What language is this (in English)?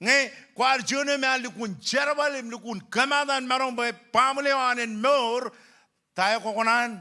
Marshallese